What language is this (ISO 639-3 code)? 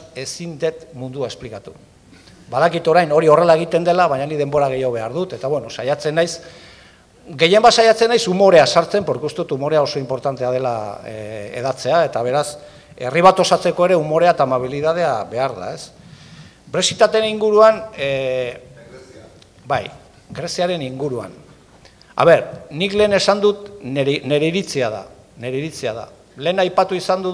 eus